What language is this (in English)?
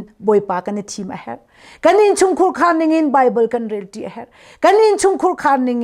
Hakha Chin